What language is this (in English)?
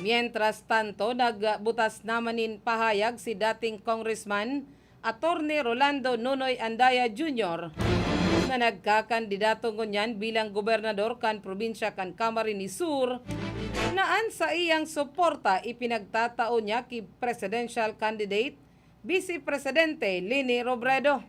Bikol